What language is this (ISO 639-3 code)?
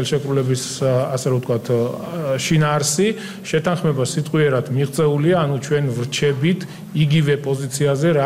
kat